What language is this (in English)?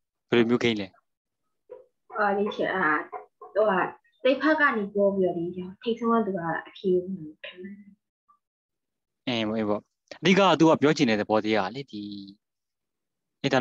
Burmese